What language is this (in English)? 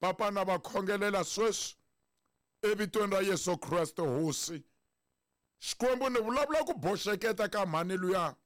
Tsonga